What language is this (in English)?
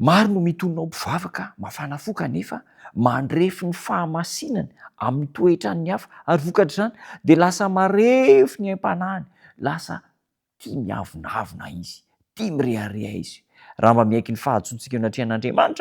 Malagasy